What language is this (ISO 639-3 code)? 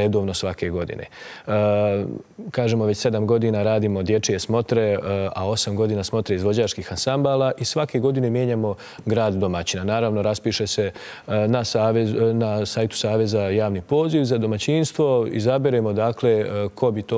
bos